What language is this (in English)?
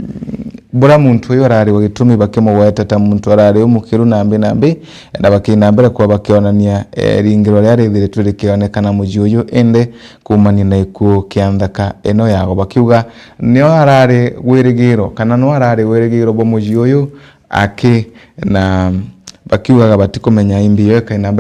Meru